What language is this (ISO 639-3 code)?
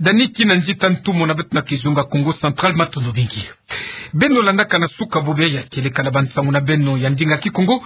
ktu